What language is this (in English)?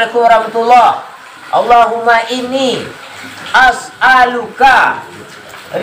Minangkabau